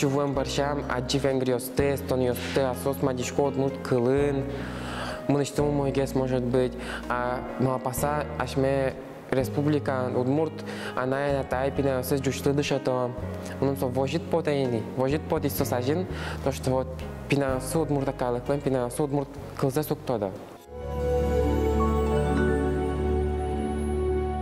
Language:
Udmurt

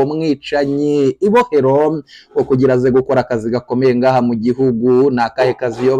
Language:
Rundi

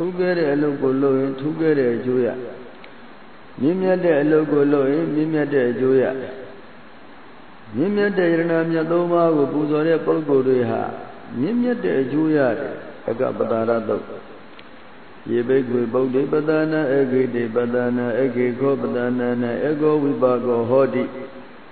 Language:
Burmese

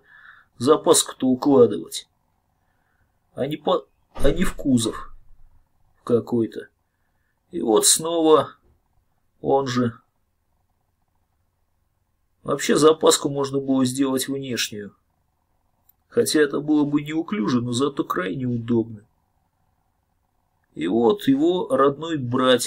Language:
Russian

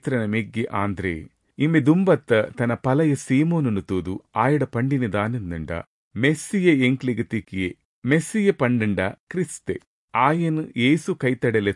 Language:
Tulu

